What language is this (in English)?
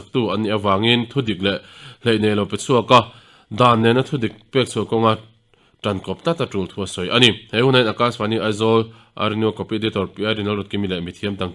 Mizo